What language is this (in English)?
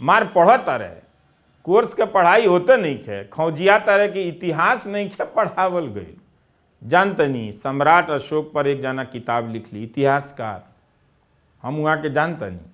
Bhojpuri